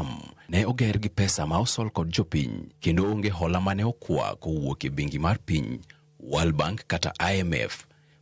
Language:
Luo (Kenya and Tanzania)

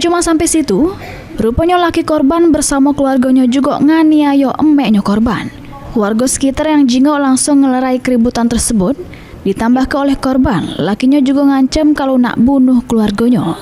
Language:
Musi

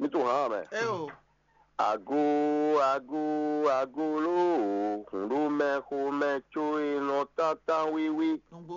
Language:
Fon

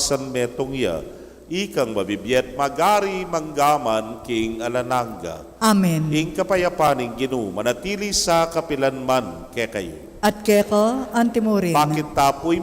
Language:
Pampanga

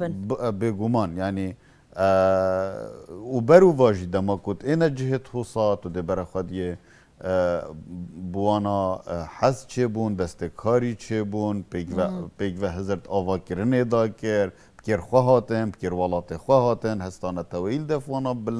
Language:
Kurdish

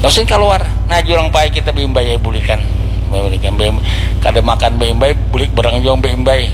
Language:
Banjar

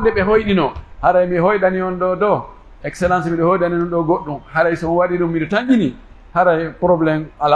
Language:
Pular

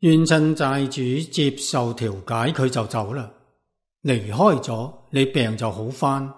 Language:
Cantonese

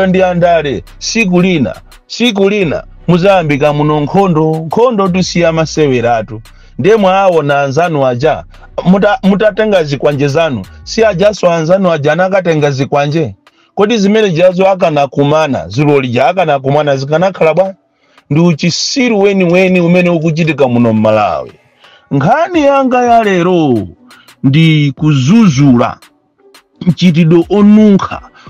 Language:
Nyanja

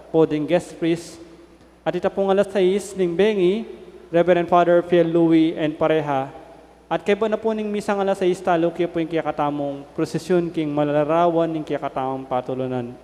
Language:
Pampanga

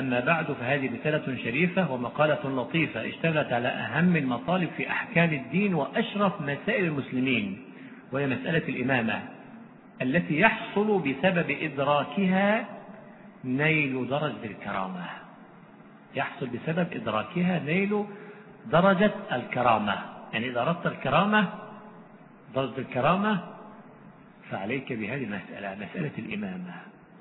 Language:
Arabic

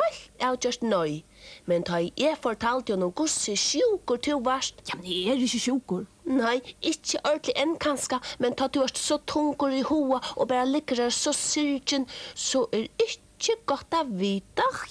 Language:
Faroese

